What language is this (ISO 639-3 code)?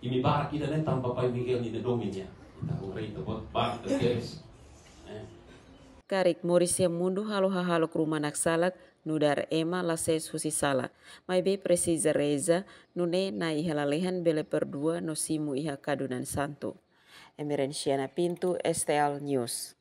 tet